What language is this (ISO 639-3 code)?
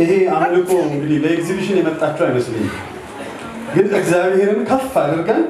amh